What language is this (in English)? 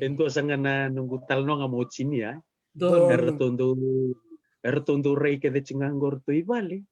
Fijian